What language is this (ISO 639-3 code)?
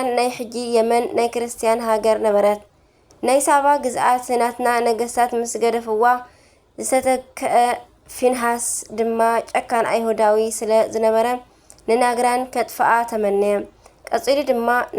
tir